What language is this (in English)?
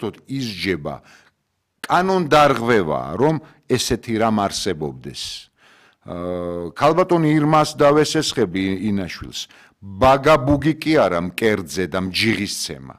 Georgian